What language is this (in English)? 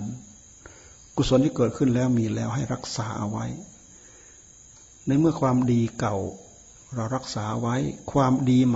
Thai